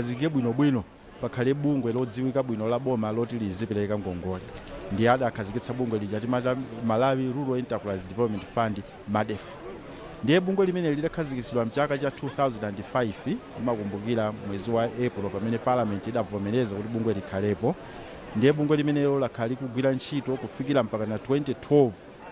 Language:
Nyanja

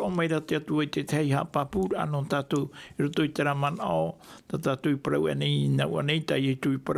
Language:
Tahitian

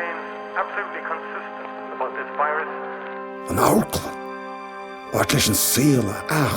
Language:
Irish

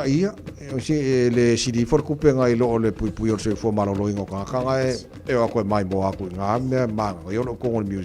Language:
Samoan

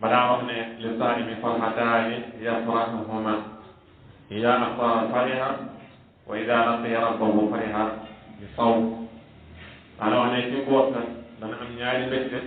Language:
Wolof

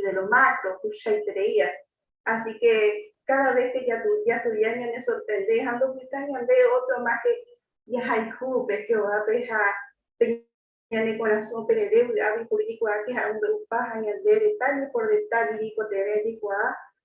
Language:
Guarani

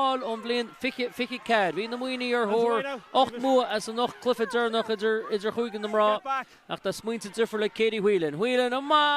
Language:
Irish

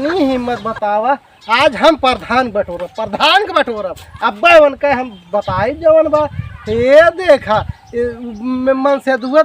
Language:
Awadhi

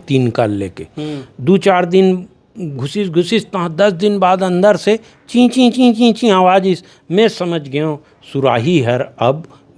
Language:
Chhattisgarhi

